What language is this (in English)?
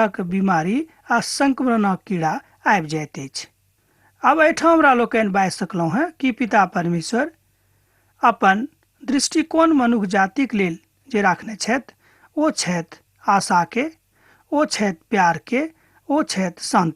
Maithili